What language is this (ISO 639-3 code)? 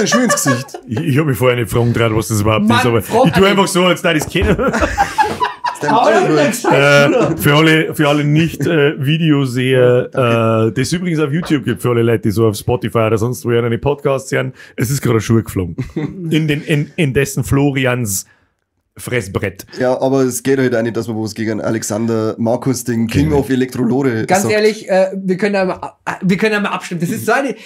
bar